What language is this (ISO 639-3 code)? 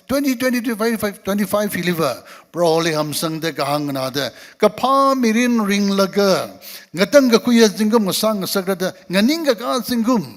nmf